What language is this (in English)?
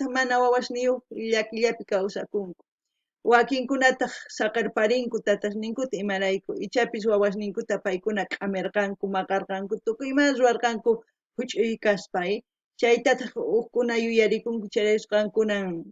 South Bolivian Quechua